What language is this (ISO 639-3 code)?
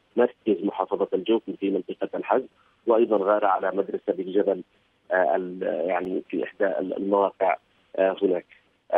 ara